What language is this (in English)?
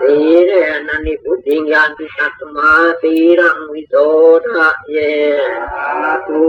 Pali